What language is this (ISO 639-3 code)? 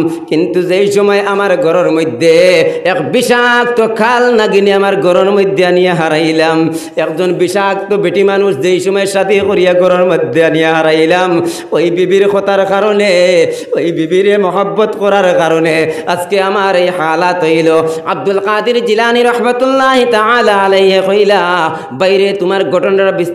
syl